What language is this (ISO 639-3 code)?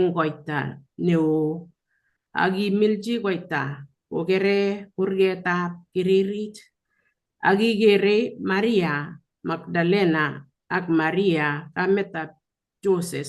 kln